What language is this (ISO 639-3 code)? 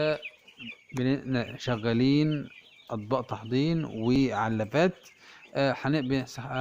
arz